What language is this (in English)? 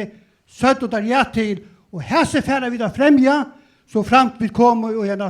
Faroese